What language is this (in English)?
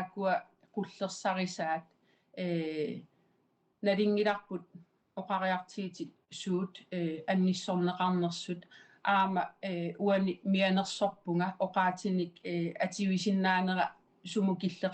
Kalaallisut